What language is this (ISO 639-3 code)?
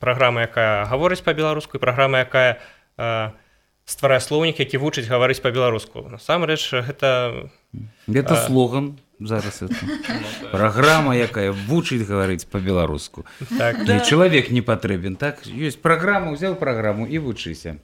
bel